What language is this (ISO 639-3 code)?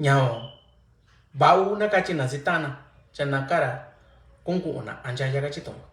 mix